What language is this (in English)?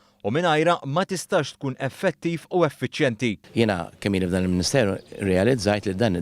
Maltese